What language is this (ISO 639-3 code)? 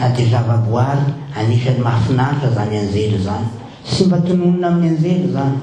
mlg